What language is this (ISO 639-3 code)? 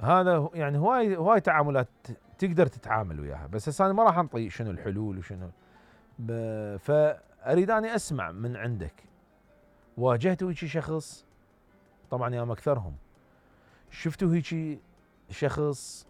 acm